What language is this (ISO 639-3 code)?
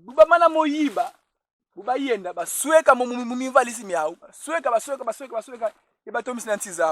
kon